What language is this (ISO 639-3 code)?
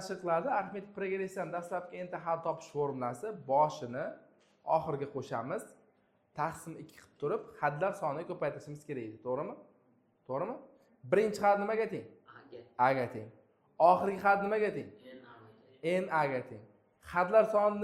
uzb